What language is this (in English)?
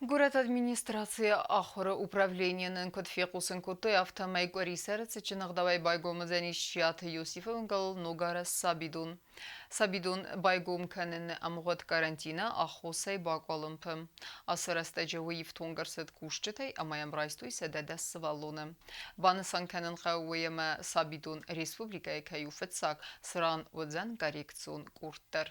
Ossetic